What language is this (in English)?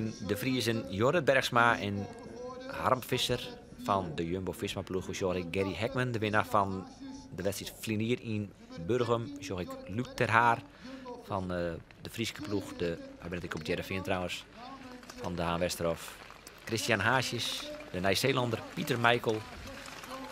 Western Frisian